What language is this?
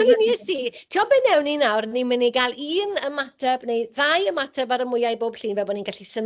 Welsh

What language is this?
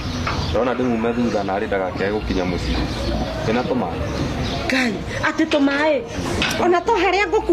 Kikuyu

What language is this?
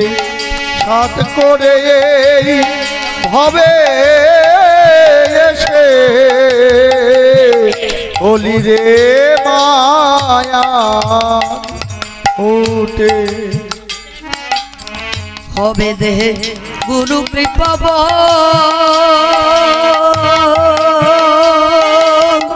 Bangla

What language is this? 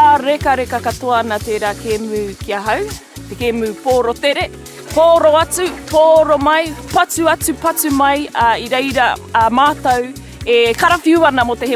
Māori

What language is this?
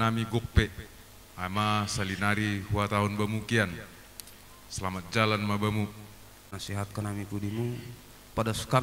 Batak Simalungun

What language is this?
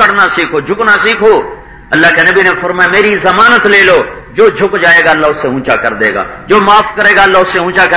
Urdu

